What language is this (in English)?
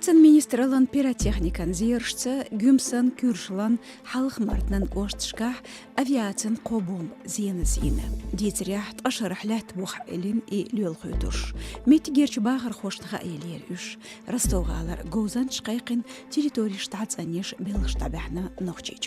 Chechen